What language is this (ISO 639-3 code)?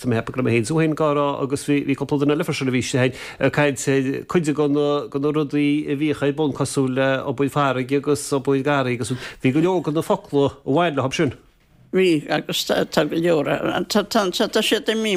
gle